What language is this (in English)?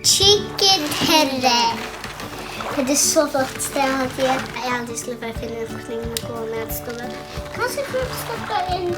Faroese